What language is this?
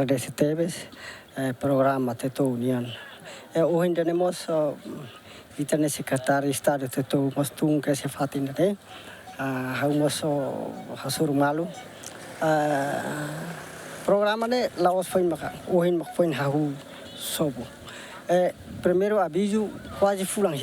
Tetum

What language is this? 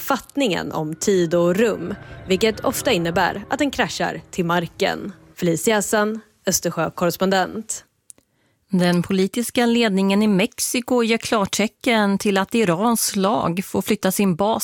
Swedish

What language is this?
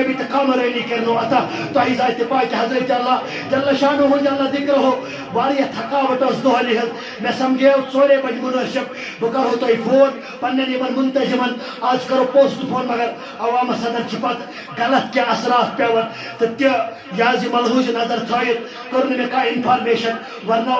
Kashmiri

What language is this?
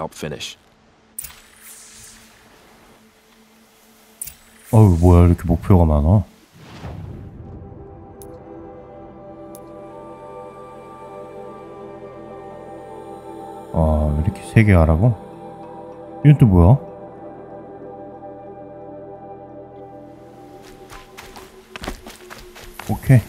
Korean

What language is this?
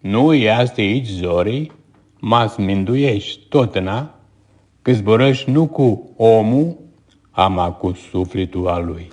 Aromanian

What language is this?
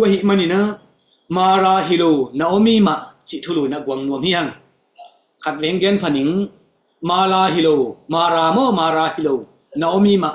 Tedim Chin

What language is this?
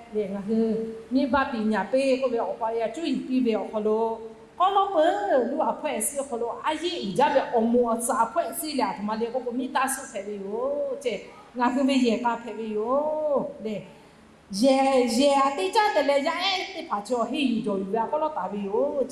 Lahu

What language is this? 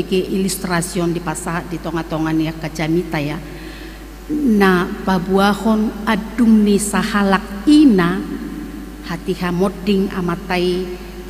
Batak Toba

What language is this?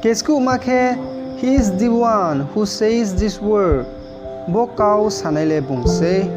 Riang (India)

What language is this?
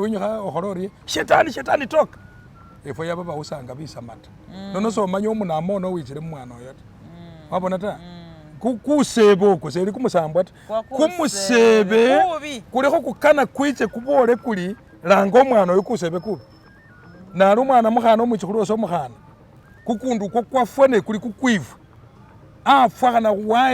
Masaaba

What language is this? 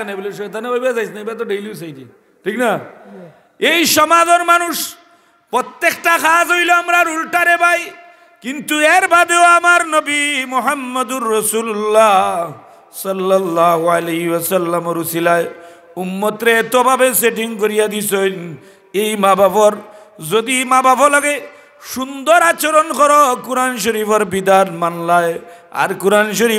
Sylheti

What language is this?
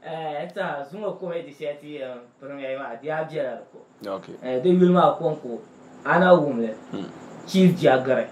Dagbani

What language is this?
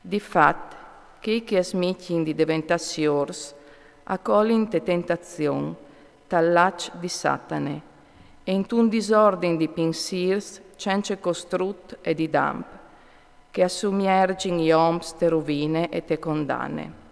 Friulian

